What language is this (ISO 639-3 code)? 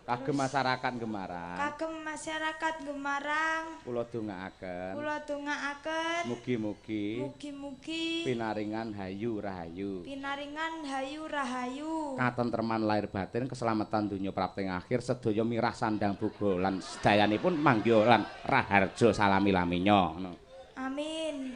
jav